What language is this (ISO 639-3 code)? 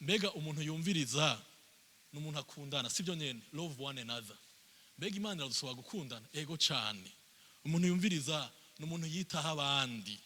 run